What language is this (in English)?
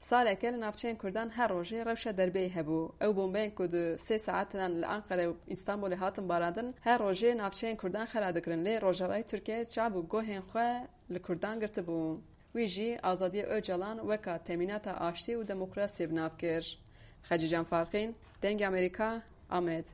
Kurdish